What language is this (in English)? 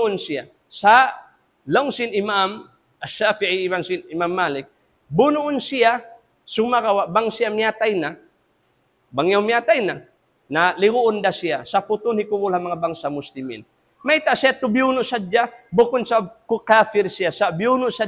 Tausug